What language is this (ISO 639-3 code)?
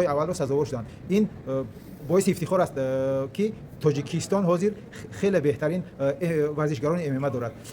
tgk